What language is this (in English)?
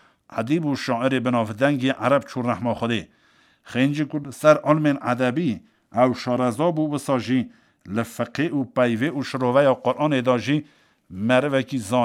Kurdish